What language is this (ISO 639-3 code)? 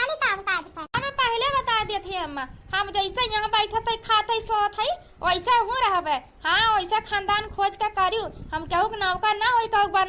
awa